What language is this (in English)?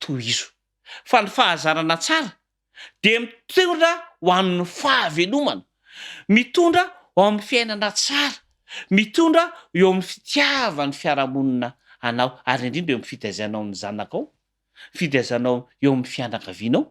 Malagasy